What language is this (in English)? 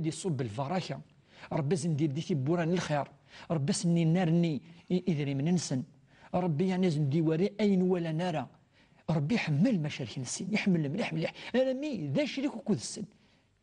Kabyle